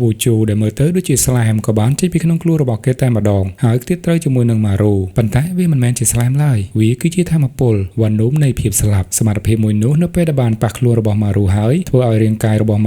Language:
Khmer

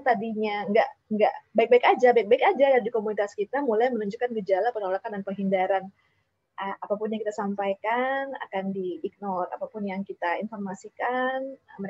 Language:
Indonesian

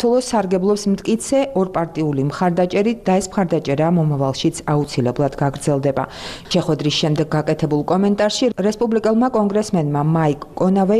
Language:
Georgian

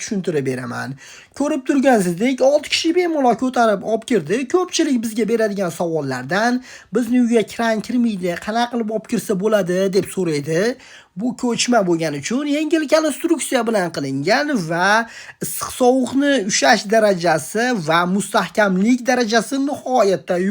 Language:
Uzbek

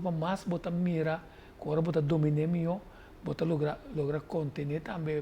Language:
Papiamento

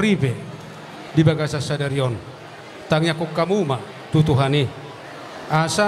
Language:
Batak Toba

